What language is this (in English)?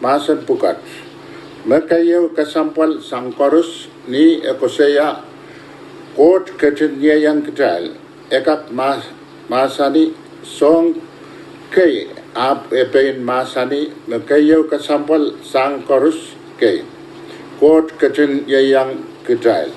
Pohnpeian